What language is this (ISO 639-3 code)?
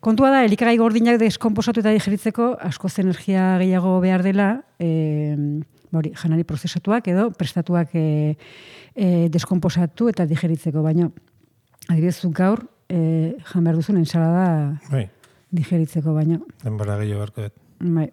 eus